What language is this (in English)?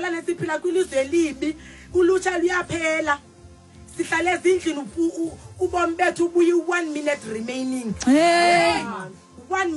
Xhosa